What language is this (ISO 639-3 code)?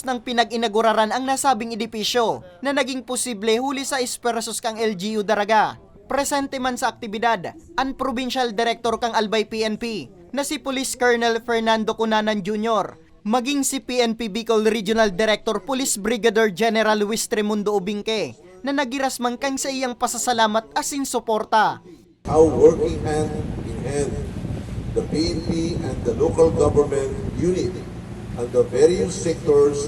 bik